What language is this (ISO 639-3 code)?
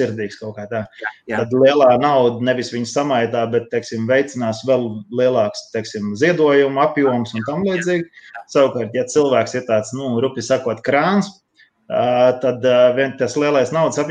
lav